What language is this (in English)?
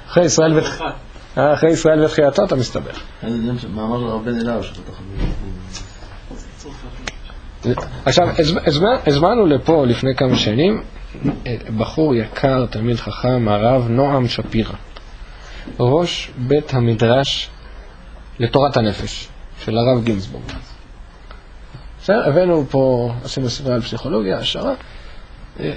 Hebrew